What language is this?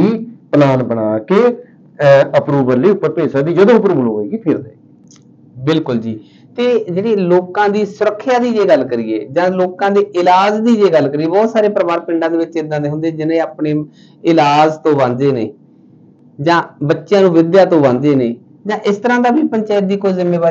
Punjabi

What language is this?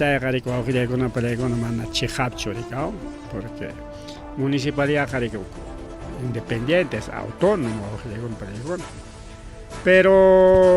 Ayacucho Quechua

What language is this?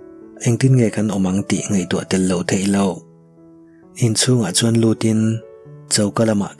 Mizo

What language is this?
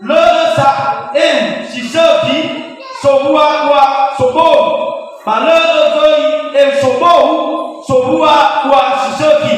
Nias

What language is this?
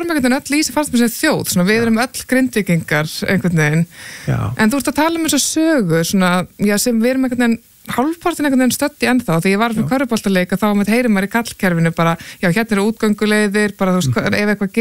Icelandic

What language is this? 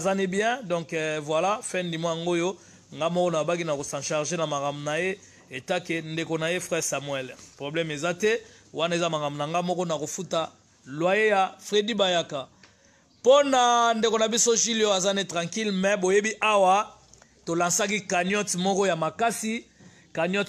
Lingala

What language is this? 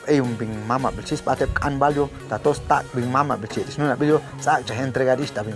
Chuj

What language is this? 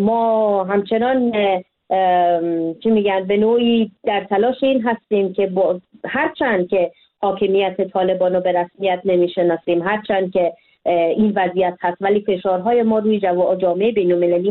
Persian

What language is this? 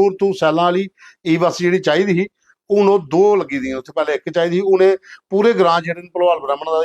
Dogri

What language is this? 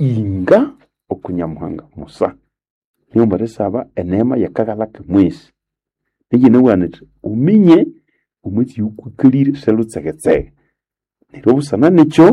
Nande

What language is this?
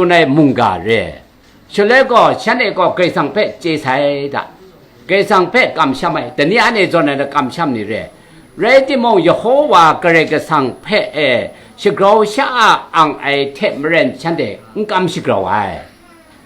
Kachin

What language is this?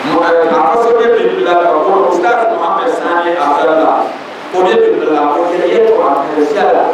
Dagbani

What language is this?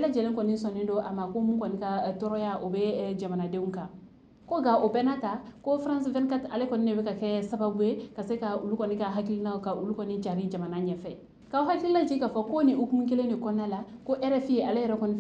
Bambara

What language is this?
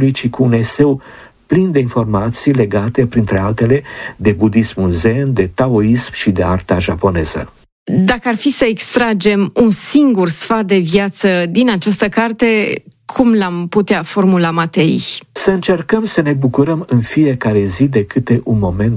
Romanian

